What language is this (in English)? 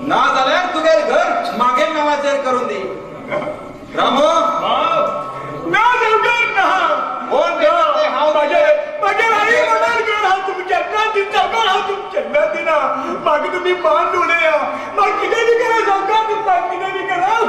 Konkani